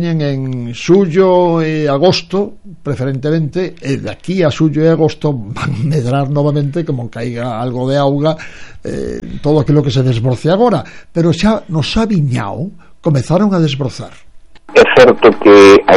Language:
Galician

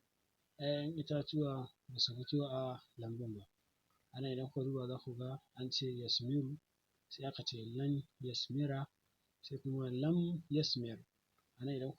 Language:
Hausa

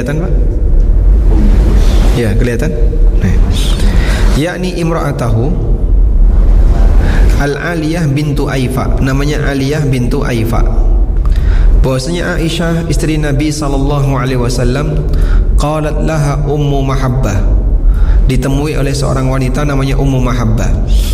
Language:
Indonesian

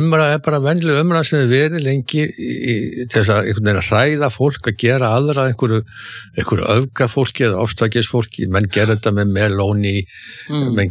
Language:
Icelandic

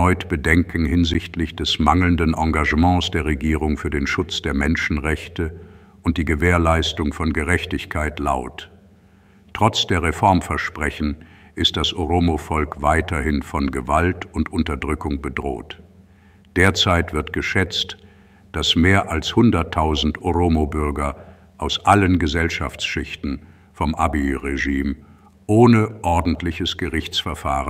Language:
German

